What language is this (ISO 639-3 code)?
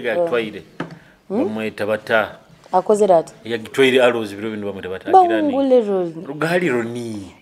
nyo